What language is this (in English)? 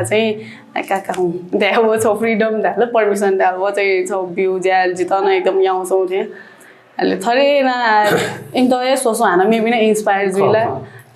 Newari